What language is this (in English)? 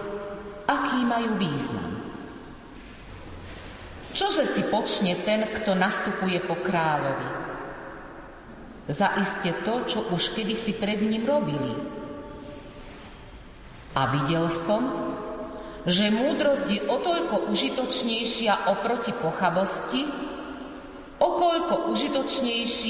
Slovak